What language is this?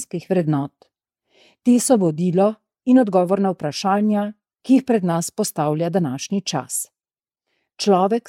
Slovenian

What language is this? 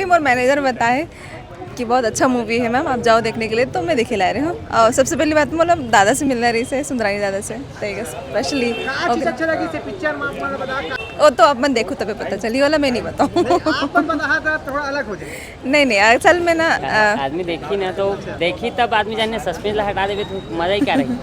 Chhattisgarhi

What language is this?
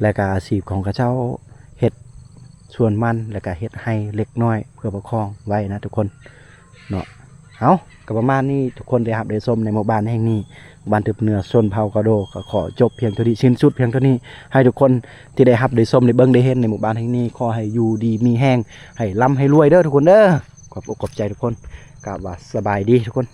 Lao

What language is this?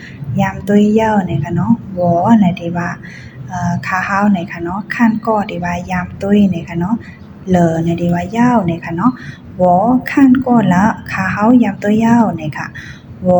Shan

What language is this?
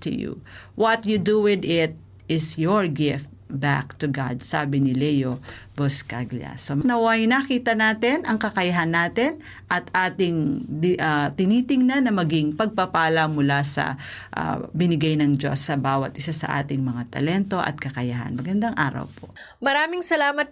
Filipino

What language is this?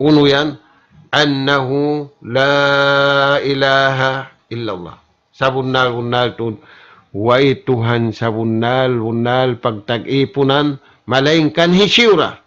Tausug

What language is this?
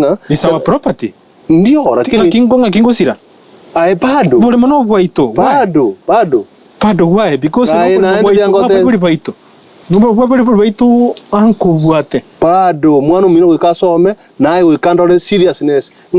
Gusii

